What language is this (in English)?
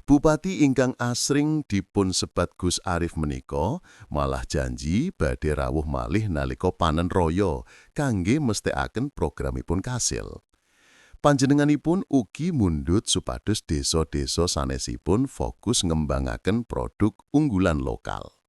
Javanese